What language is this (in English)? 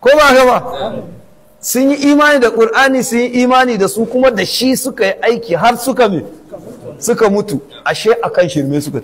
Hausa